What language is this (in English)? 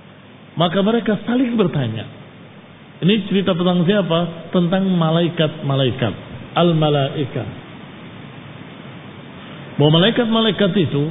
Indonesian